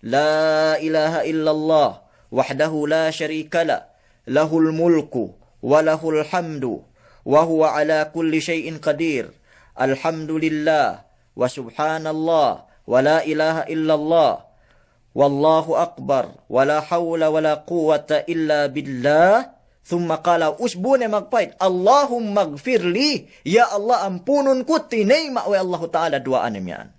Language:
Yakan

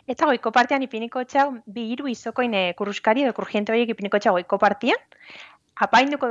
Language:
Basque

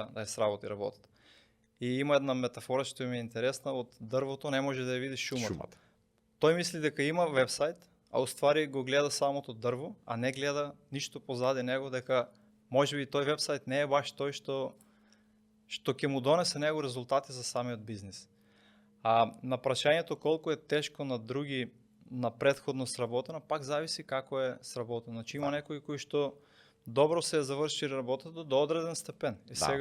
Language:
Macedonian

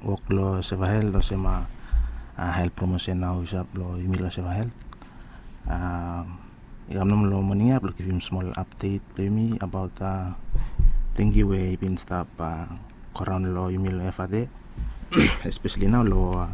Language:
Bislama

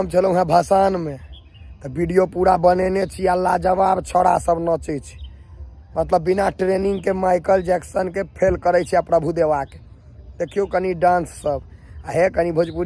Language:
Maithili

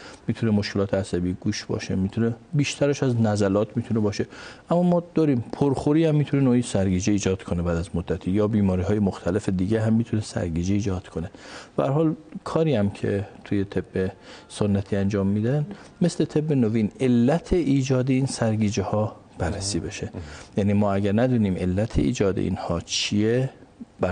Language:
Persian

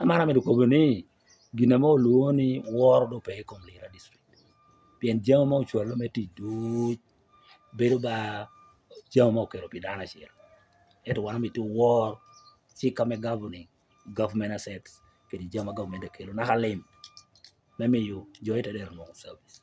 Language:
Lango (Uganda)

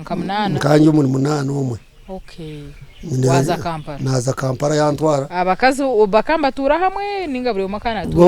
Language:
Nyankole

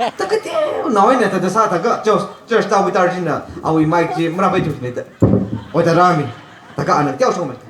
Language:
Tangkhul Naga (India)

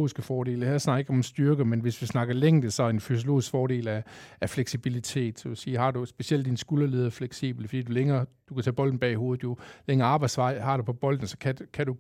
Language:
Danish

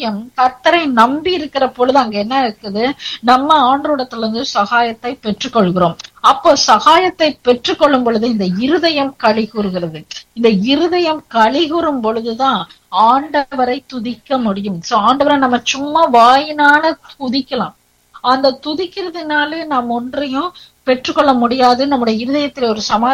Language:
Tamil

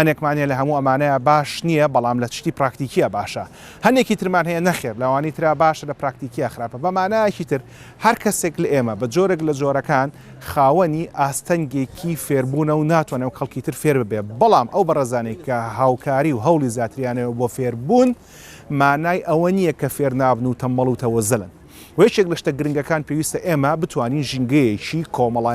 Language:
Central Kurdish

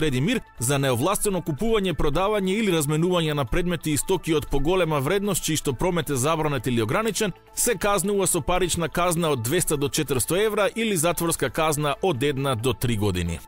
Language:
Macedonian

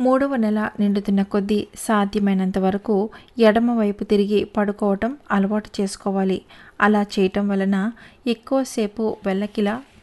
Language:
Telugu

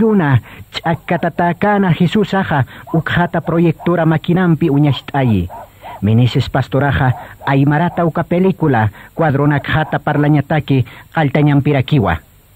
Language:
Aymara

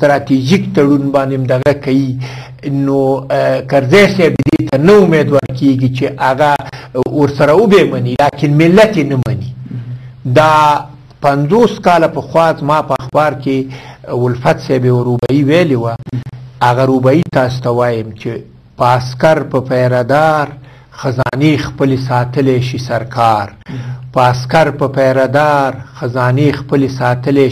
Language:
Pashto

